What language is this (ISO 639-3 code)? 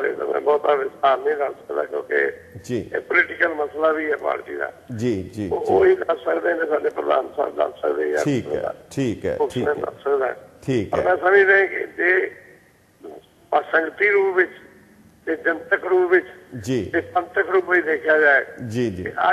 pan